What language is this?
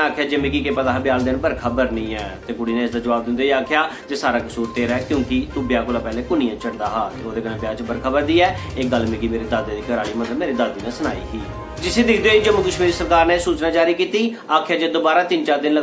Dogri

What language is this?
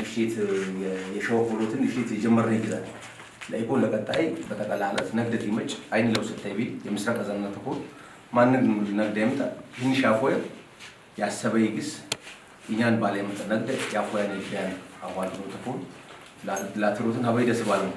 Amharic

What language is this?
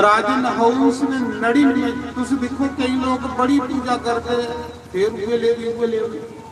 Dogri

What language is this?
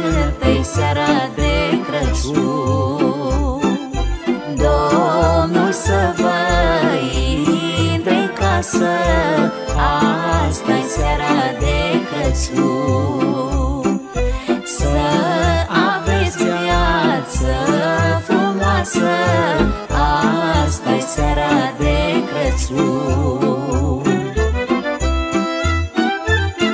Romanian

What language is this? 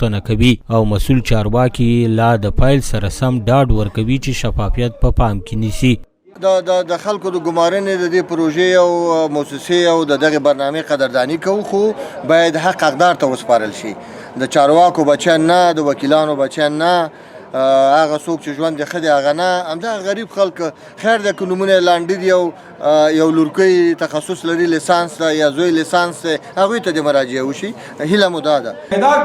Pashto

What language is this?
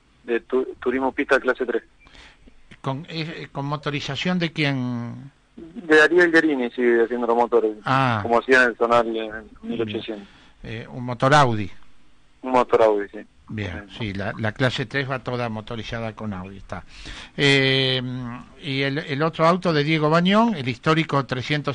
Spanish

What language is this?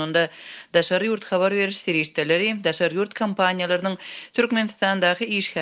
Turkmen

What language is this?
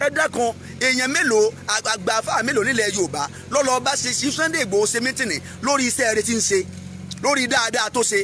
Yoruba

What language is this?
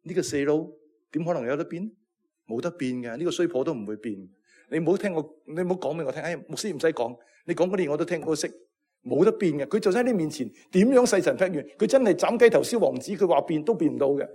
Cantonese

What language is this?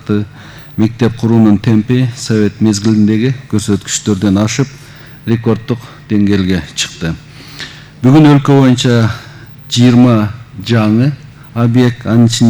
Kyrgyz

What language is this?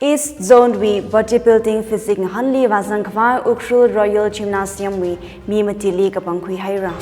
Tangkhul Naga (India)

